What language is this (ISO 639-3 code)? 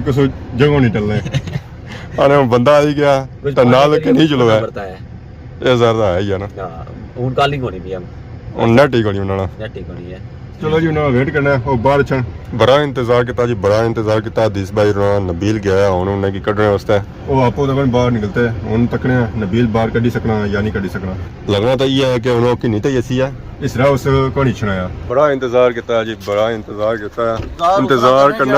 phr